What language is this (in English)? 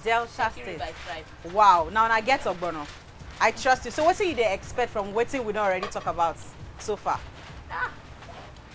Nigerian Pidgin